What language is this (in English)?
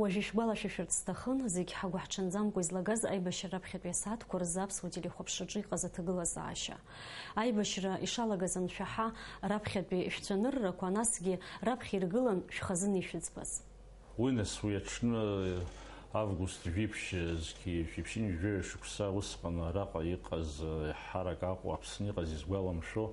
Abkhazian